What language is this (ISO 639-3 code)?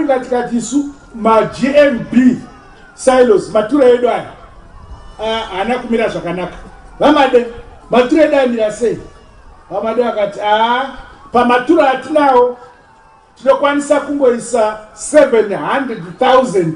sna